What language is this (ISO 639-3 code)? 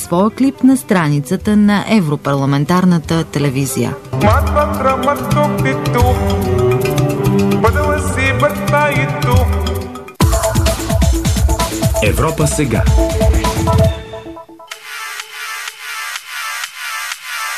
bul